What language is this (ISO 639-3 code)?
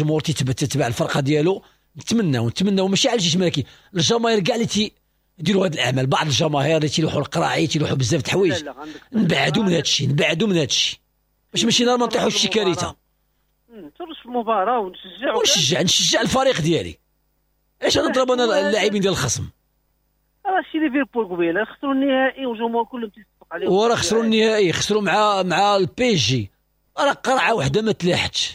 ary